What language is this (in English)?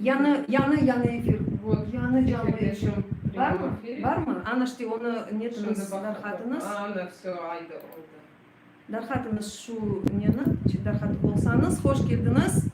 Crimean Tatar